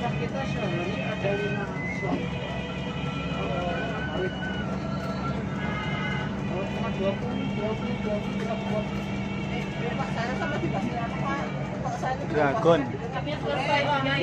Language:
Indonesian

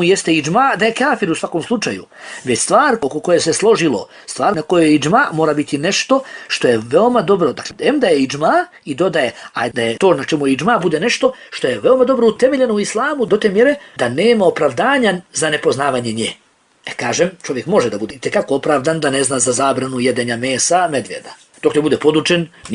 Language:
Bosnian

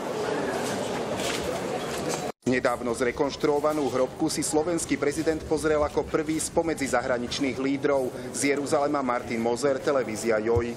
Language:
Slovak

